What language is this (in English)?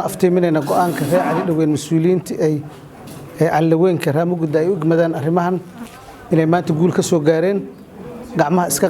Somali